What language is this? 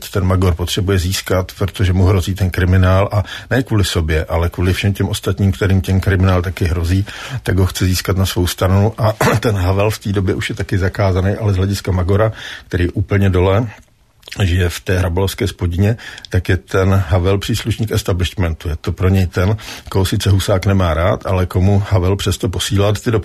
Czech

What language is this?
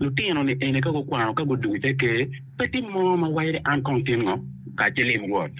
Acoli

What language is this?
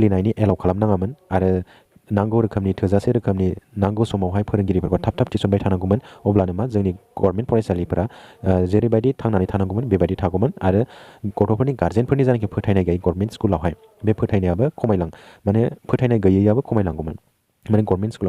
Bodo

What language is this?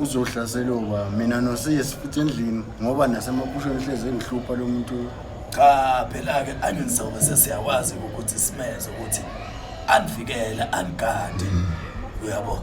Zulu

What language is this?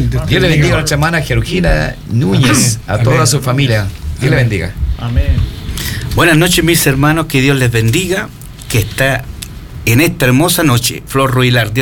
Spanish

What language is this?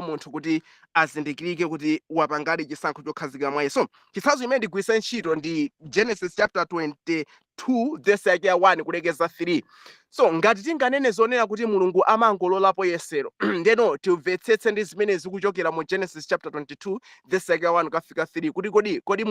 Nyanja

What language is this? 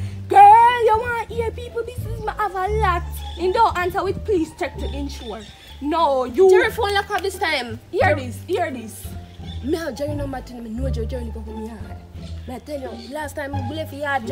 Jamaican Creole English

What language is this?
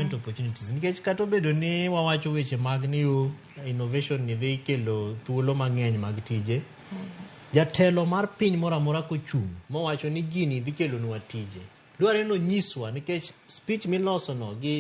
Luo (Kenya and Tanzania)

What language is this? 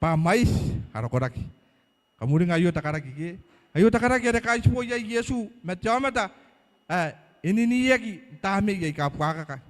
Gilbertese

